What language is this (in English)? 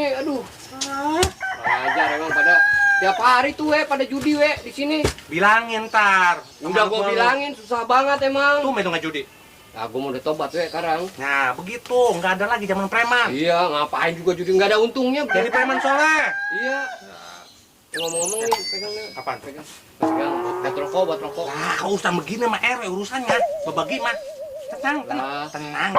Betawi